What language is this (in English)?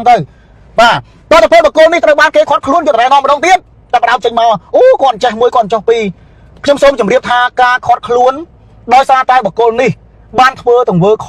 Khmer